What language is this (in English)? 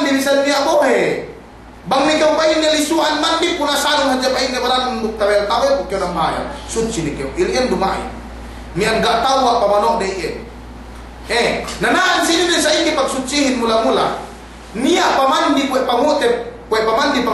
Yakan